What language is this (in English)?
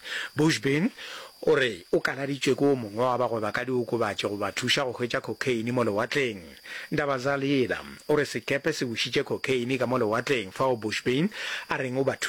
Northern Sotho